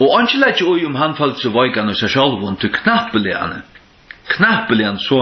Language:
Faroese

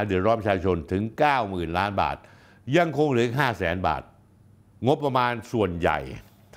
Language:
Thai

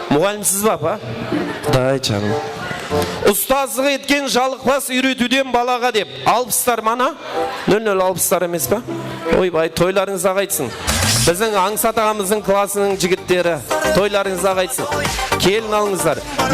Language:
Kara-Kalpak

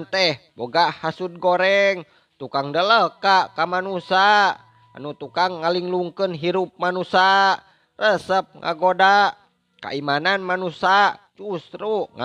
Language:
Sundanese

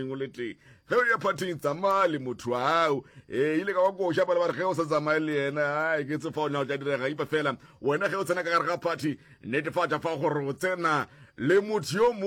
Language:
Northern Sotho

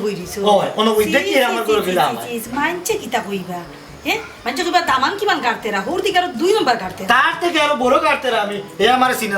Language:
Sylheti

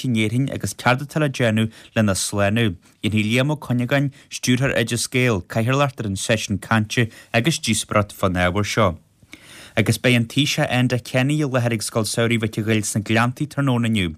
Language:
Irish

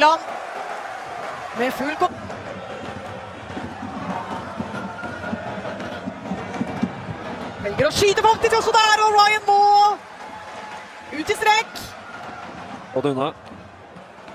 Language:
Norwegian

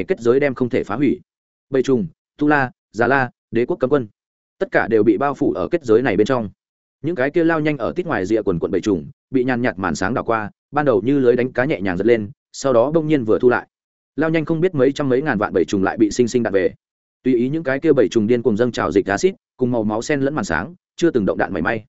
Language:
Vietnamese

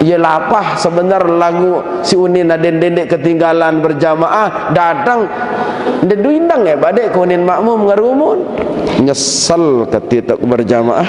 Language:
Sasak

